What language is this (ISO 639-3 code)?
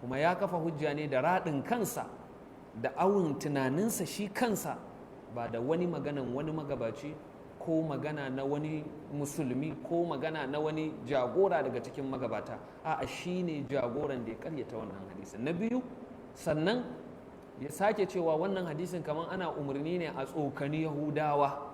hau